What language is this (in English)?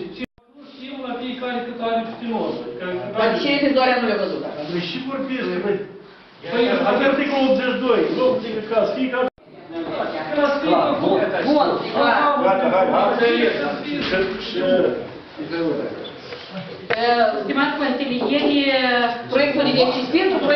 Romanian